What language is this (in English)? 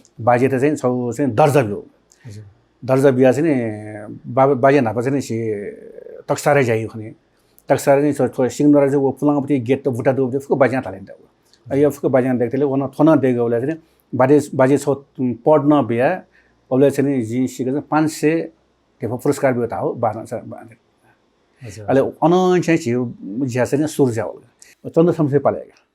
Newari